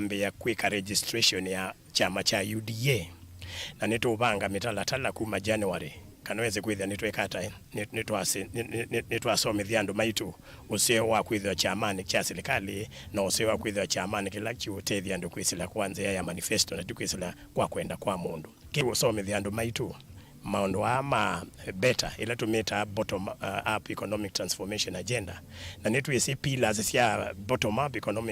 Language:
Kamba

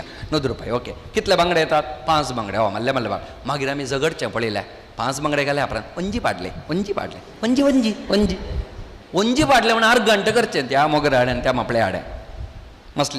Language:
Konkani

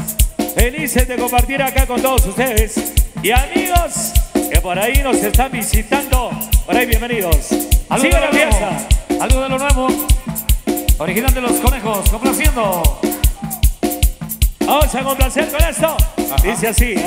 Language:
Spanish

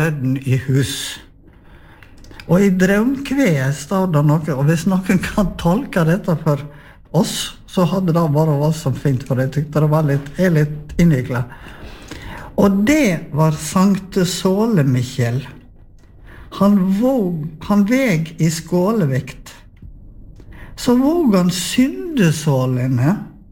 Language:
Norwegian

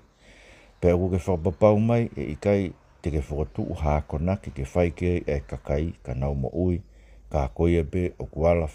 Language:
Tongan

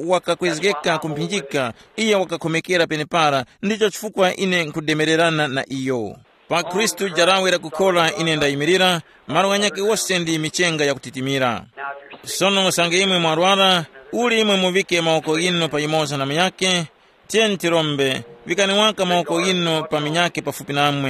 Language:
Tumbuka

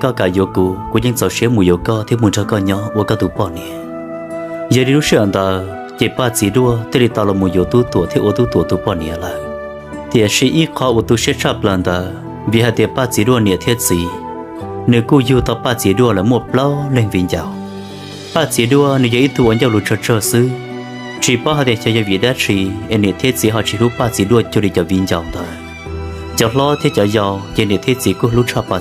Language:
Hmong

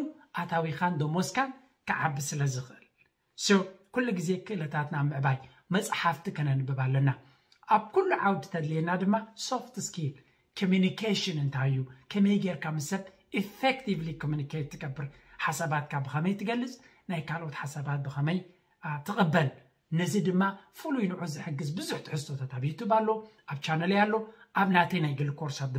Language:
Tigrinya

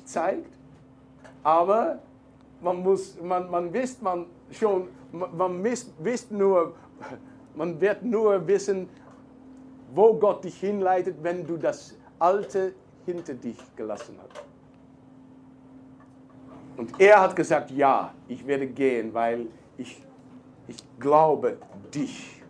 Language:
German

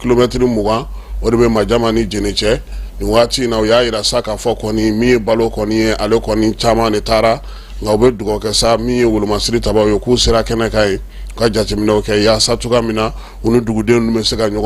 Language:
Bambara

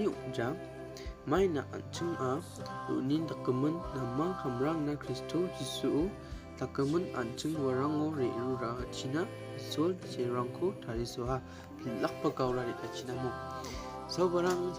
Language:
Garo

